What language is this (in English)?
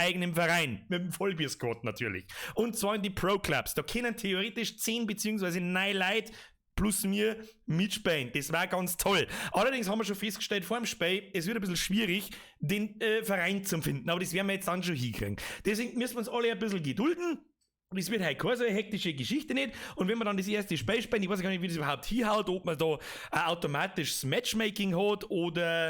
Bavarian